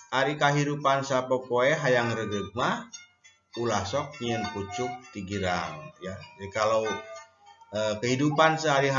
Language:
Sundanese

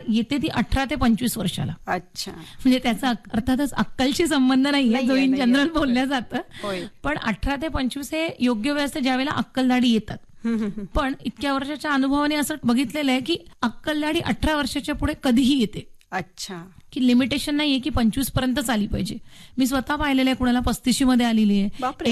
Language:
Marathi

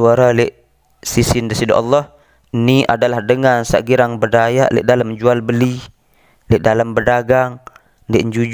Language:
Sasak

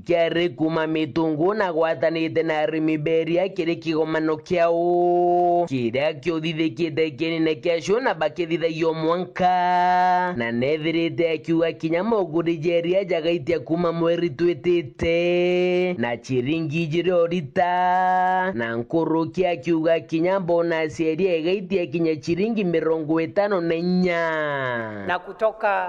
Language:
Meru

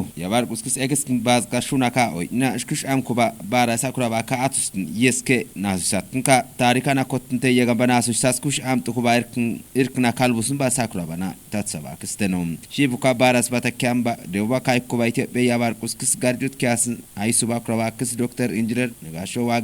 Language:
Kafa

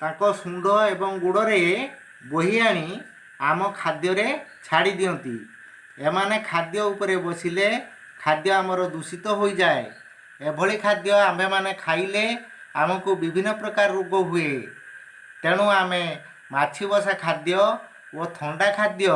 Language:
Odia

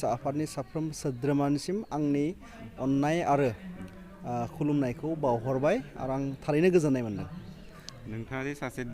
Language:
Bodo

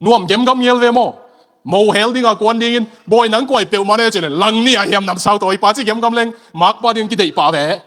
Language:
Tedim Chin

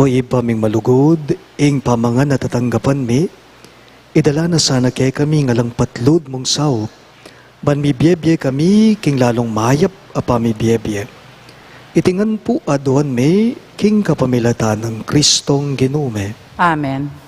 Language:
Pampanga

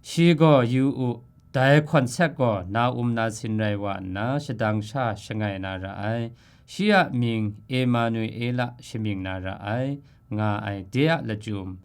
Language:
Kachin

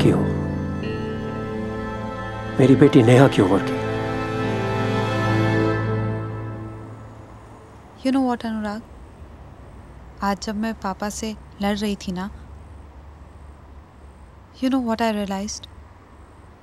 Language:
Hindi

